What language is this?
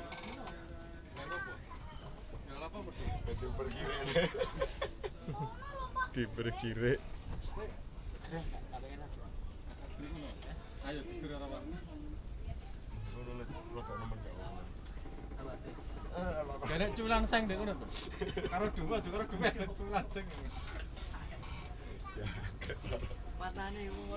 Javanese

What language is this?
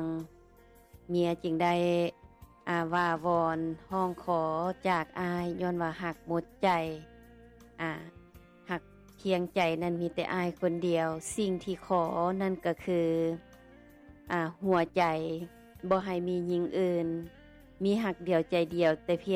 Lao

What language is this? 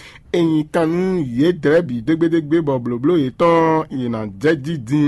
Fon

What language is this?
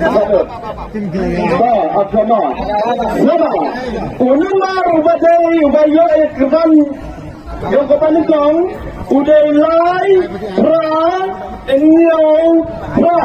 Khasi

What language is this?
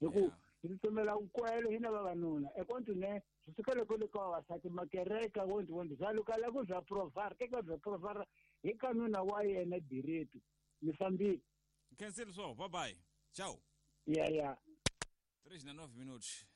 Tsonga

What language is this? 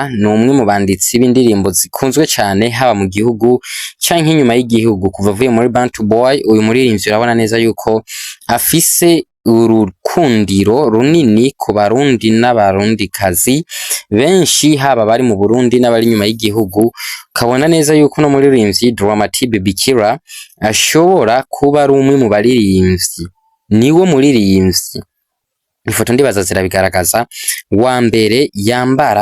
Rundi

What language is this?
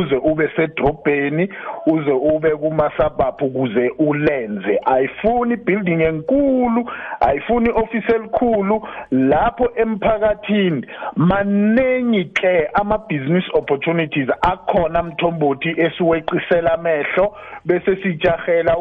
South Ndebele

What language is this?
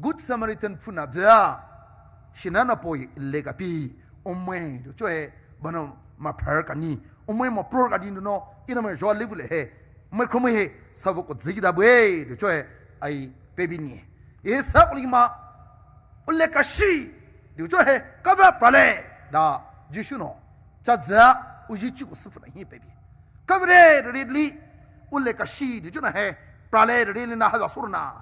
Poumei Naga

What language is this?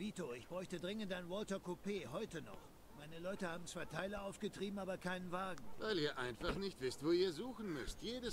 Swiss German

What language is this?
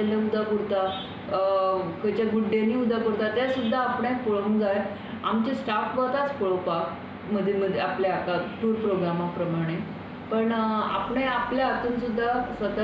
Konkani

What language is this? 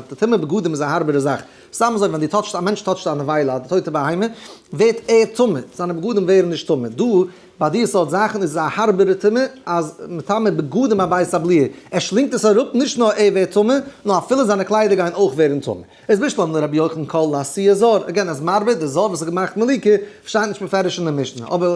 Yiddish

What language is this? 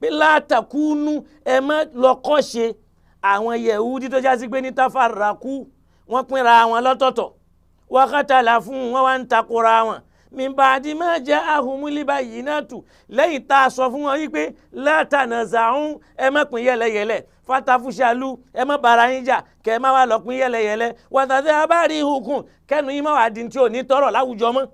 Yoruba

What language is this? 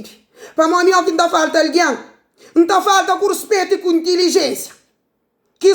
Kabuverdianu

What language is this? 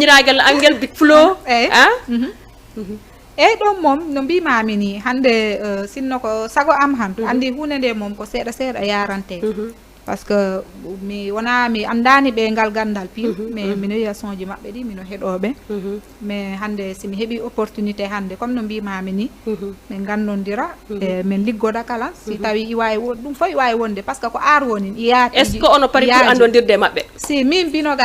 Fula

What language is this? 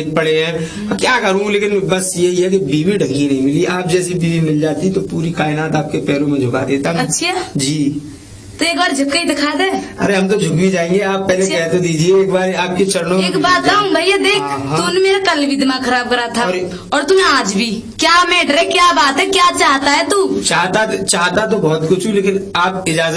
Hindi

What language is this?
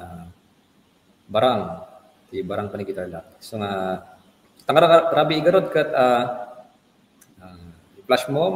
Iloko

